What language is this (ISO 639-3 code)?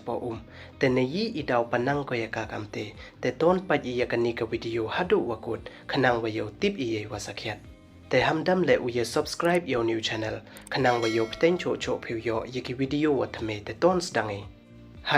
pbv